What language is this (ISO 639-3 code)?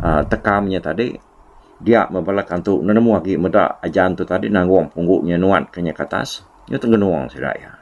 iba